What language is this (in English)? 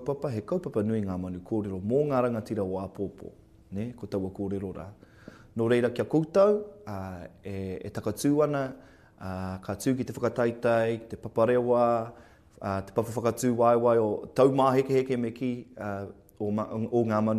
Māori